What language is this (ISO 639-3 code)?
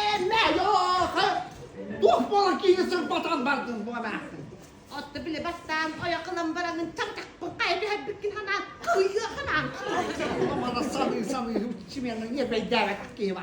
sah